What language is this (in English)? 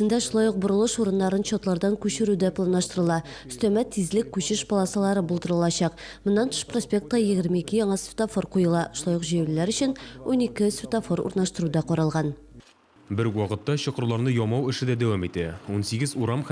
Tatar